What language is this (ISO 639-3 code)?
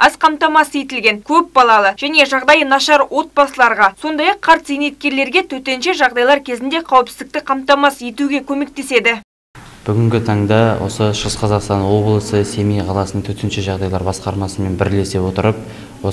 kaz